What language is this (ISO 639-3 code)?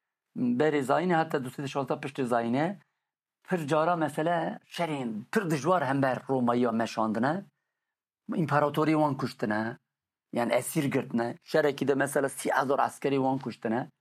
kur